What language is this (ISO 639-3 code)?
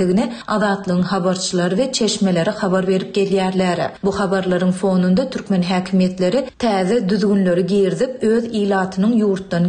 tuk